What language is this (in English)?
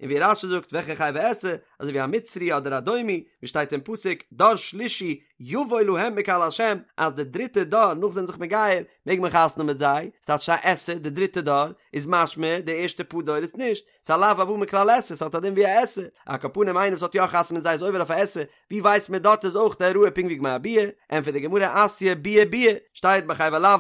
Yiddish